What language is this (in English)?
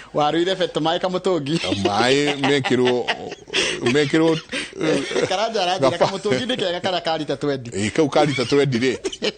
Kikuyu